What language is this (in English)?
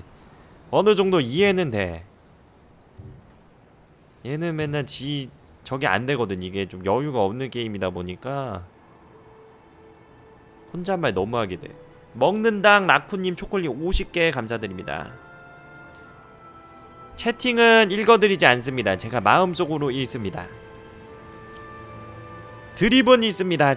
Korean